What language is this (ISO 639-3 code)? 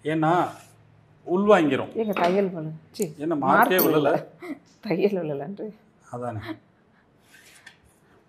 tam